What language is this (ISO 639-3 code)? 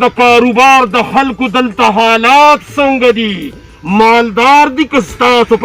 pus